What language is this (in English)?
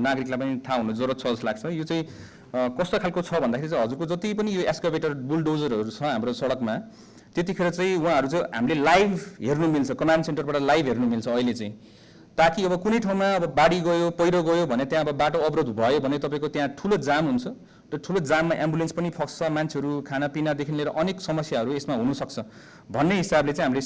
Nepali